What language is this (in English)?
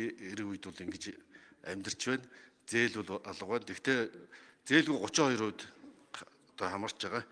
Mongolian